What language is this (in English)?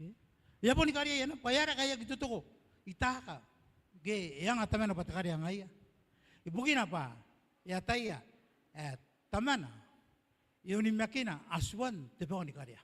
Gilbertese